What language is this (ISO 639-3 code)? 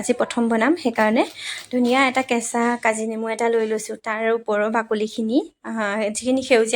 asm